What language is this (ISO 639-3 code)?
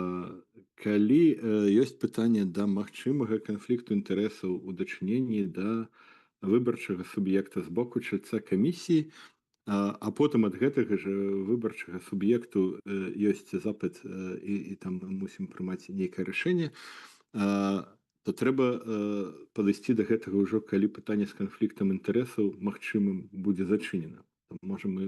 bel